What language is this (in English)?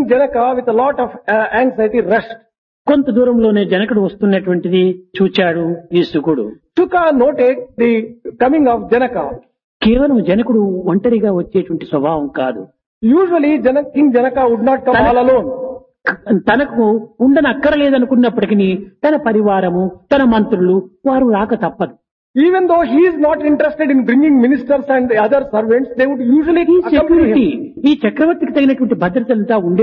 Telugu